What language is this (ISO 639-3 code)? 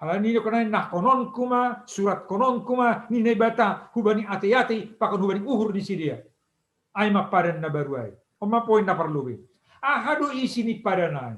bts